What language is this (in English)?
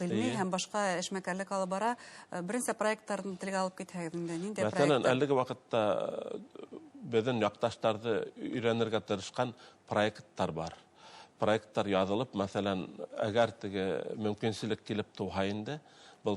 Bashkir